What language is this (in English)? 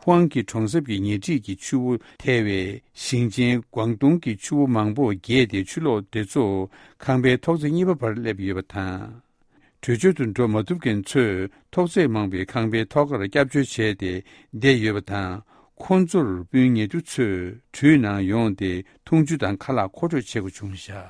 Tibetan